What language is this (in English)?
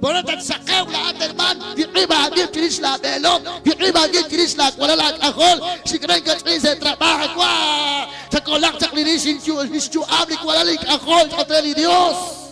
Kekchí